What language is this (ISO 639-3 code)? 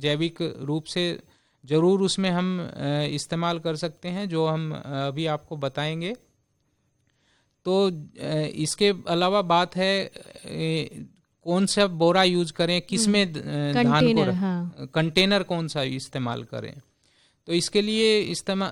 hin